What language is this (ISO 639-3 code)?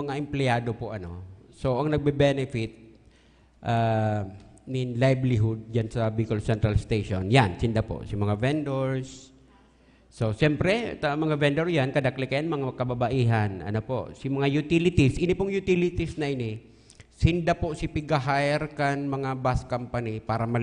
bik